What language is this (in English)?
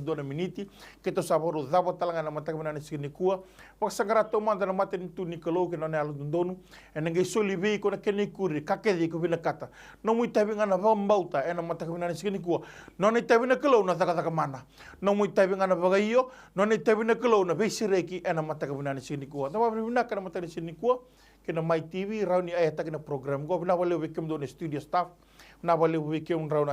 Fijian